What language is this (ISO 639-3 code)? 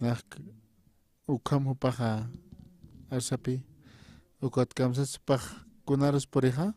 aym